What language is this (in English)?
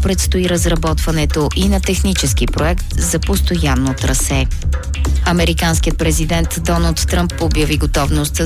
Bulgarian